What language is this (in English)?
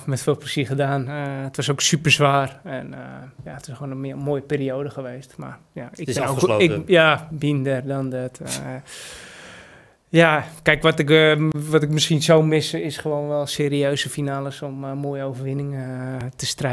Dutch